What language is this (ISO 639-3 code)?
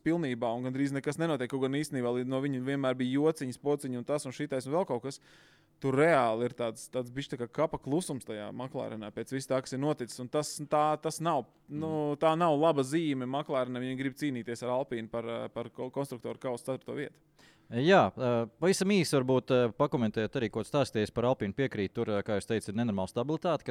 lav